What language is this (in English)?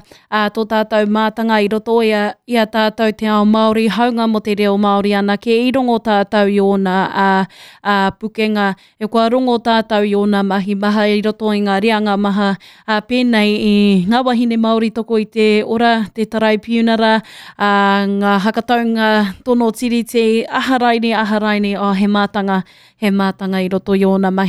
Māori